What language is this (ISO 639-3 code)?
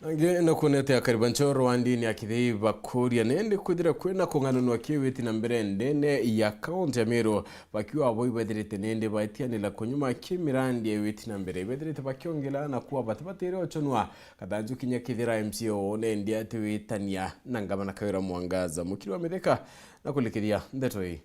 mer